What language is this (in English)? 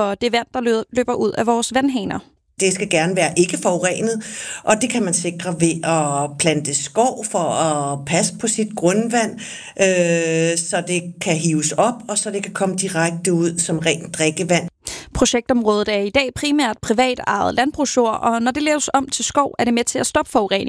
Danish